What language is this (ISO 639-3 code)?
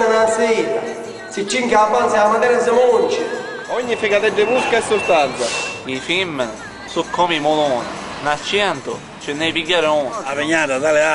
scn